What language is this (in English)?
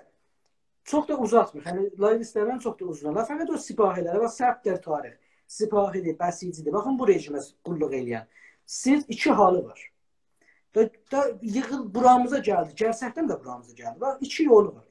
South Azerbaijani